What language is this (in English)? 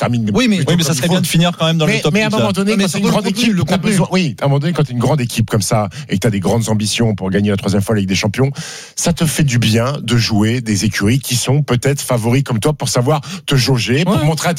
French